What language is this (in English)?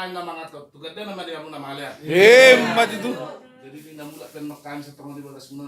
Batak Toba